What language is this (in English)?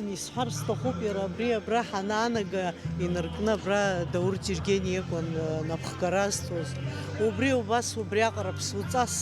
Abkhazian